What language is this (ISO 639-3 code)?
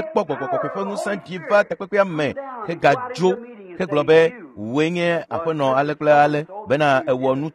ewe